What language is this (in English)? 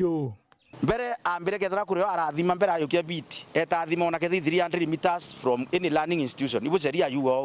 Meru